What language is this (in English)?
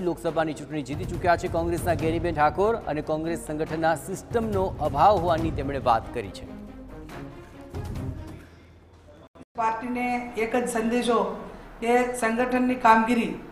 Gujarati